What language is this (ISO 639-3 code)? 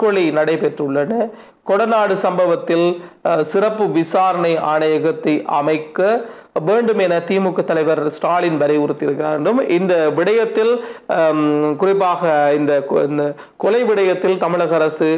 tam